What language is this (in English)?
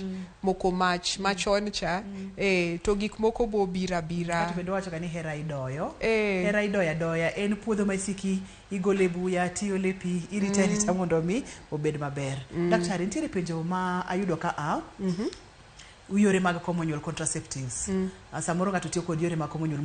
Luo (Kenya and Tanzania)